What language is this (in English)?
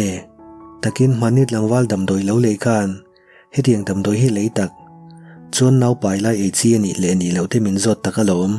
Mizo